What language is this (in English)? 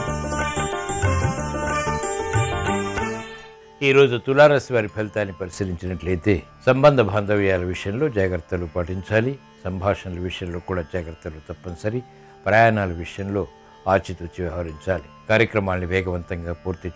Telugu